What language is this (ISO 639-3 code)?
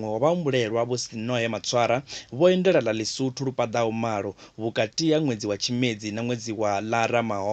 ven